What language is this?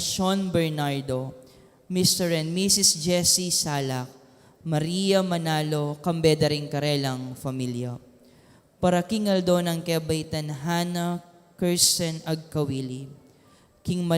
Pampanga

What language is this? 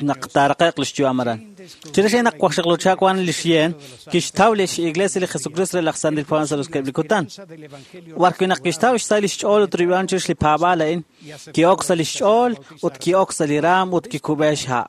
Kekchí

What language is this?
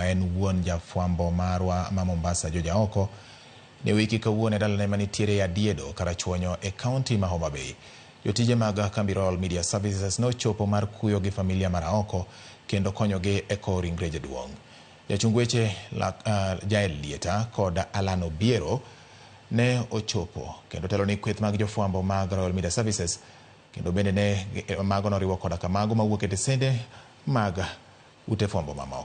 Luo (Kenya and Tanzania)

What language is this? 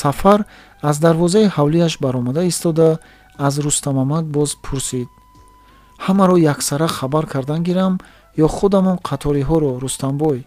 Tajik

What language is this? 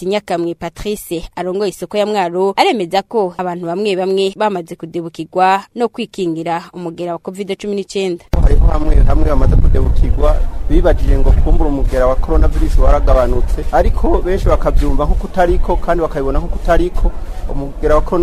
Rundi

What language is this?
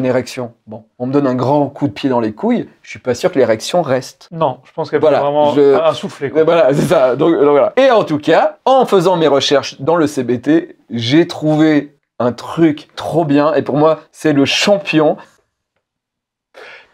French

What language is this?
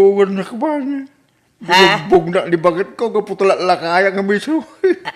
Iloko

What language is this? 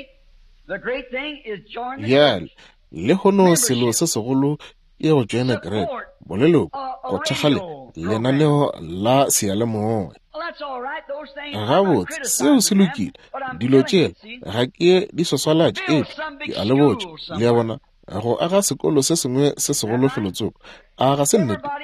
Northern Sotho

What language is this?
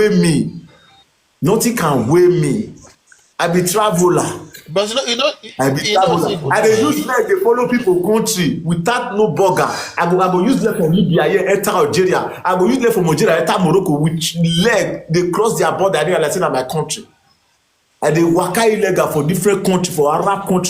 Nigerian Pidgin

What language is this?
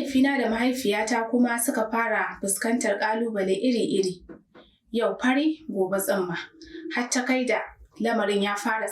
Hausa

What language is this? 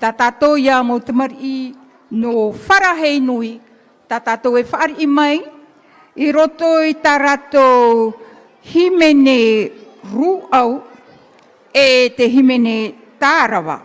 Tahitian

